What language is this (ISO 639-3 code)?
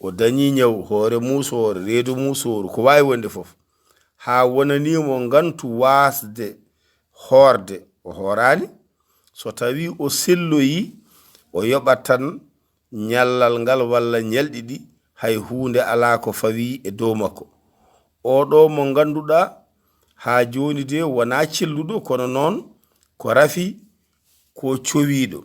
ful